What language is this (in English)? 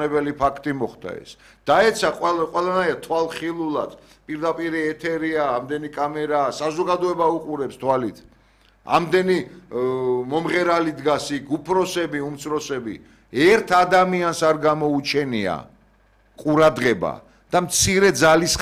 Georgian